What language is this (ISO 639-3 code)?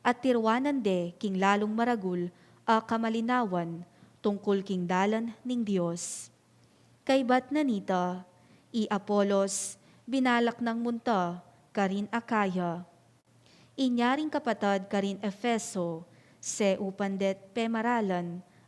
pam